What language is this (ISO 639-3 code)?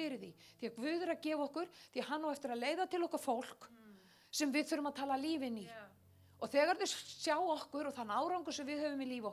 isl